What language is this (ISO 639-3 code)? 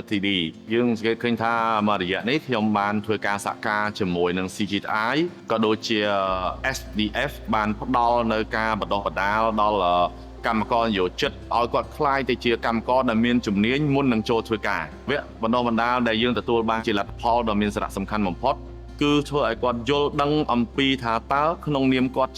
khm